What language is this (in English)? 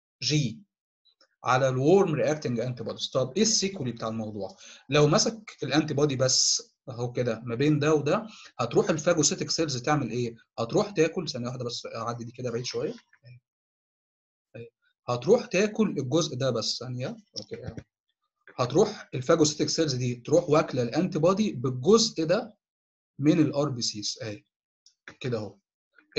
Egyptian Arabic